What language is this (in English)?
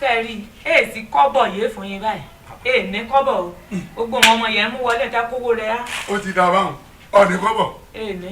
Yoruba